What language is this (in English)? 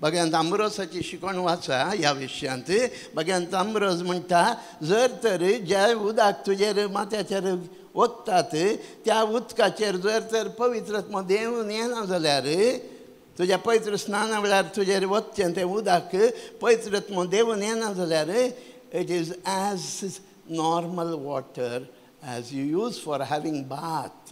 Konkani